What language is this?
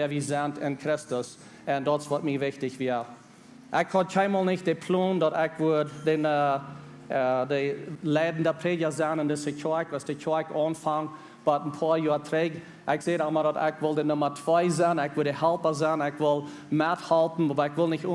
Plautdietsch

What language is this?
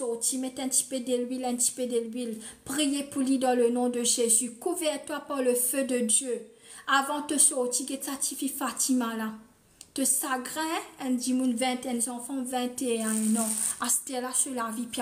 Morisyen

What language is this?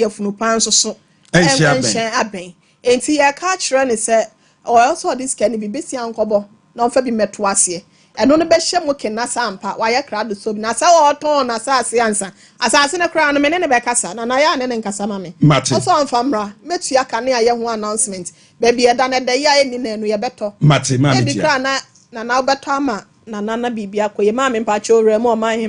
Akan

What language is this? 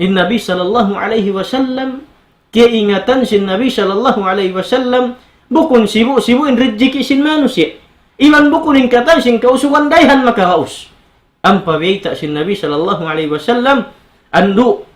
Tausug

